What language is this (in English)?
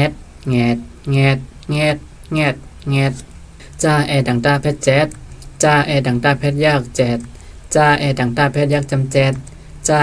Shan